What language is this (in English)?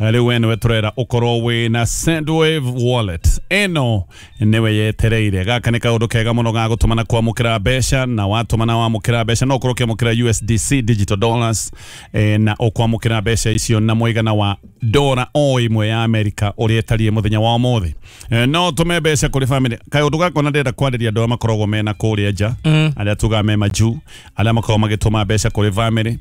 Kikuyu